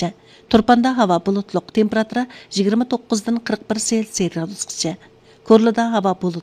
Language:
Uyghur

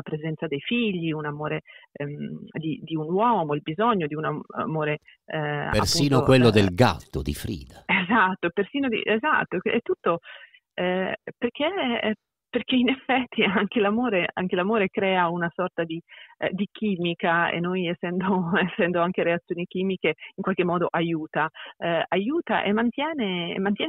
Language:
Italian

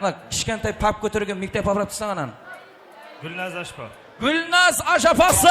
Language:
Kara-Kalpak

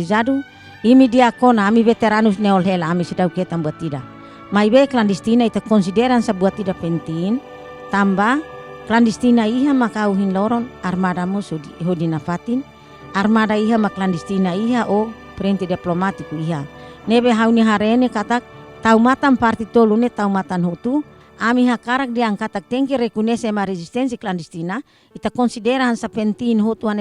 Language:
Tetum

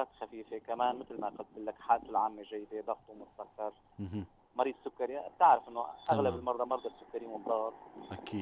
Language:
North Levantine Arabic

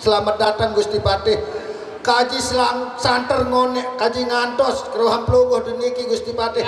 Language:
Sasak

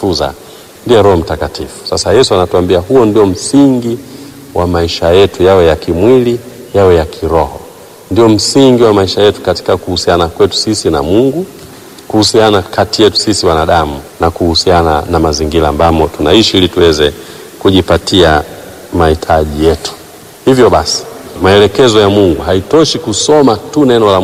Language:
Swahili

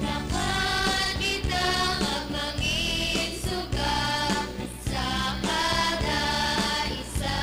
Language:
Hiligaynon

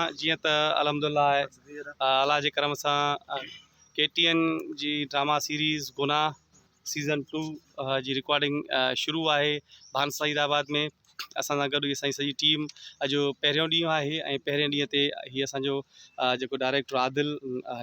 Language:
Sindhi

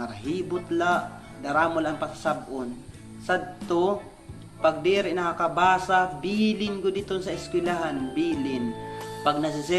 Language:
Waray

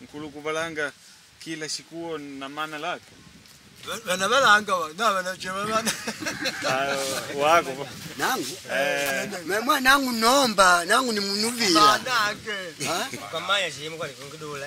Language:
Makonde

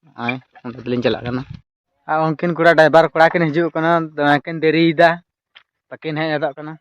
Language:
Santali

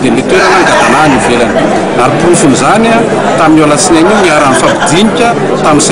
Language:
Malagasy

